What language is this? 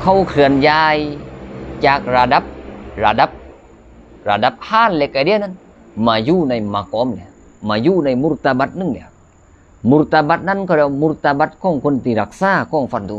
Lao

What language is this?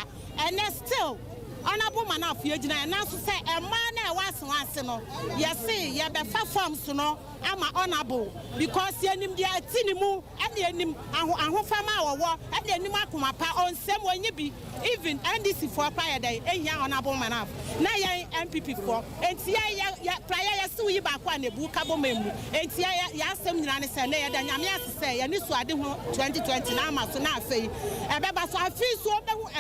Akan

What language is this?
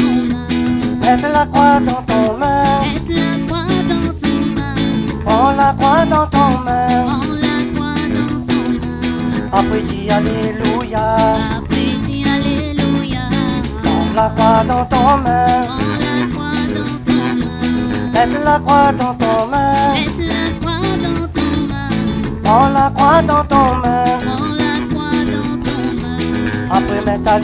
Réunion Creole French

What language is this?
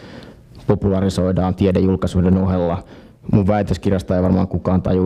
Finnish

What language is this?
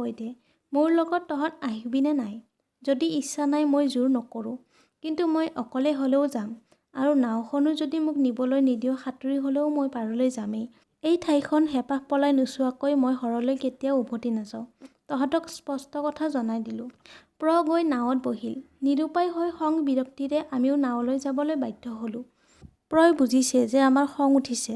Assamese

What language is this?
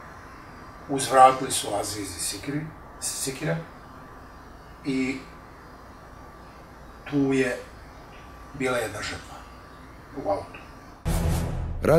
Bosnian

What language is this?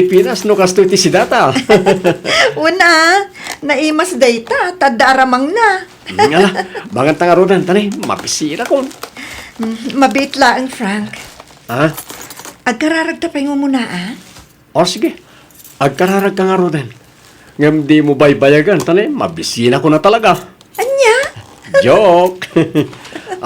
Iloko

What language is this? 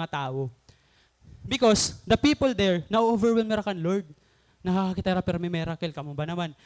Waray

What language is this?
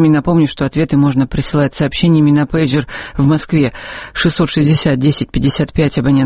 Russian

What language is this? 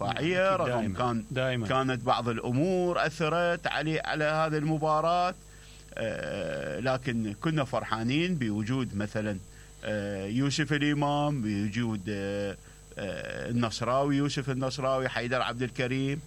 Mesopotamian Arabic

